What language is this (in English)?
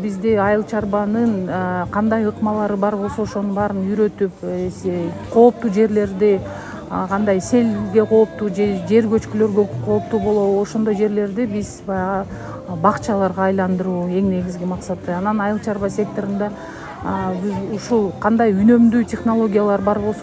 Kyrgyz